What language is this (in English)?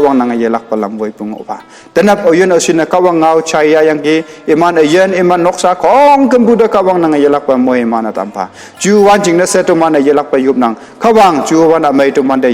Konyak Naga